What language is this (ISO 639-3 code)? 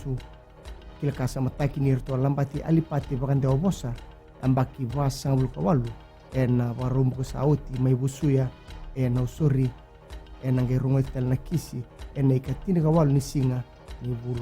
fij